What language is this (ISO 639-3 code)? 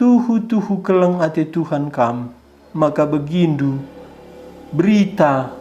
btx